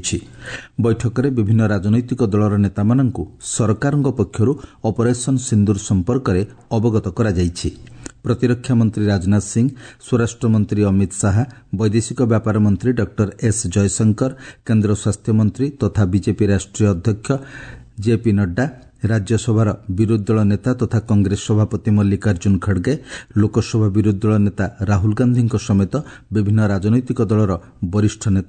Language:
Odia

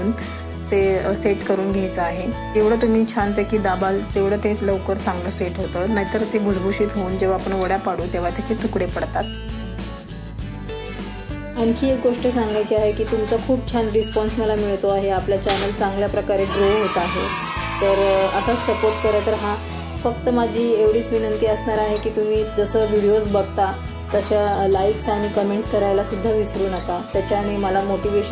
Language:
Marathi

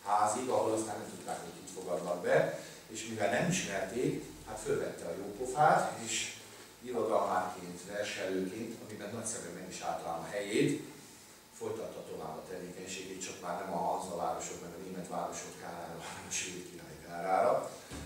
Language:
Hungarian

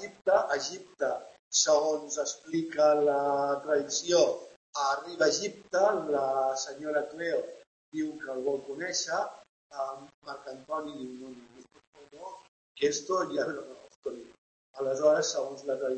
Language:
Catalan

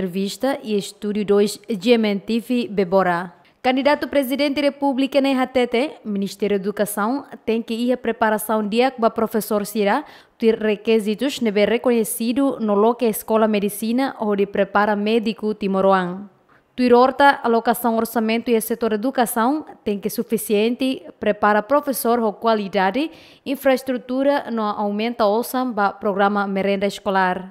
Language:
Tetum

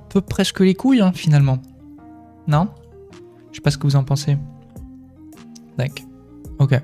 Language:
French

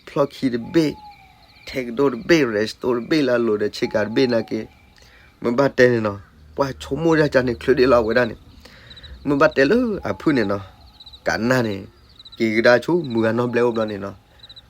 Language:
S'gaw Karen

